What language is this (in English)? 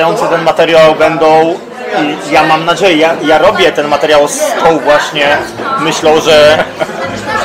Polish